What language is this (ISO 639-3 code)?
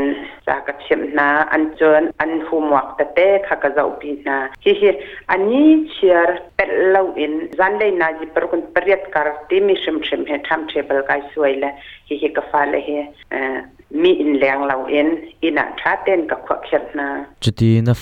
cnh